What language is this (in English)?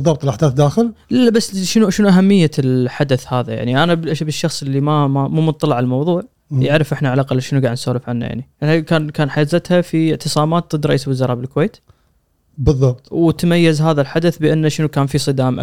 Gulf Arabic